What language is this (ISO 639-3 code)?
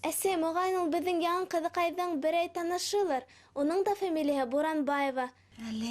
bak